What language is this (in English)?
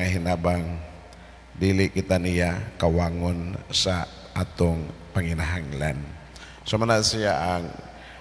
Cebuano